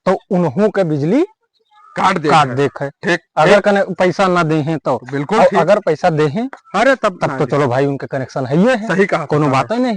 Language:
Awadhi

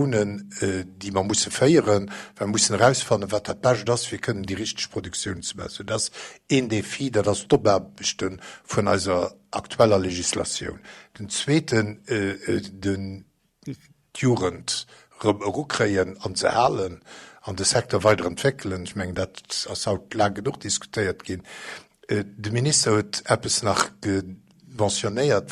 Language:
Luxembourgish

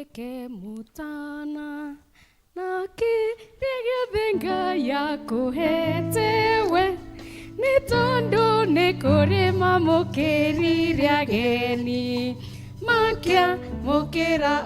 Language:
Kikuyu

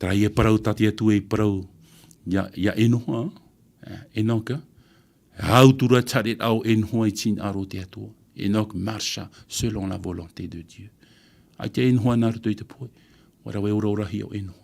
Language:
Tahitian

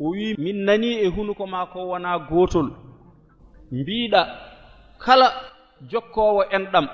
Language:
Fula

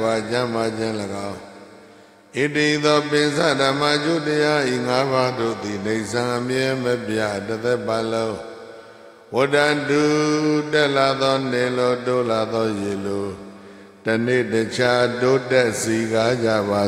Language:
Burmese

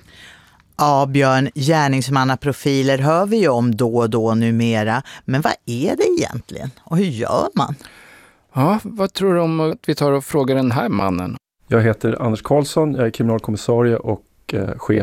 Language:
Swedish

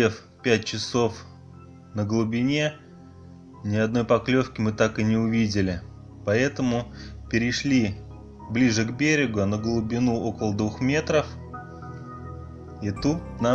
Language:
Russian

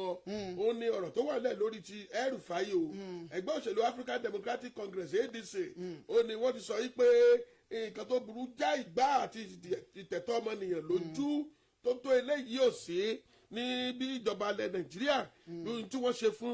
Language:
Yoruba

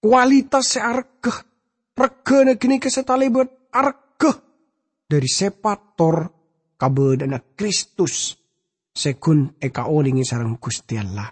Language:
Madurese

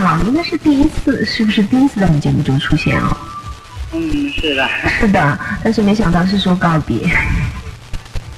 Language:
Chinese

